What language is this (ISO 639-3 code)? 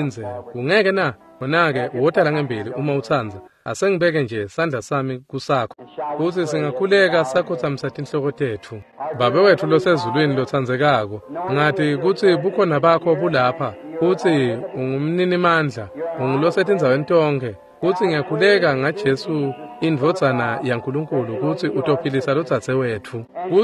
ssw